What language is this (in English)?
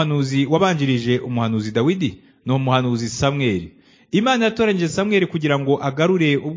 Kinyarwanda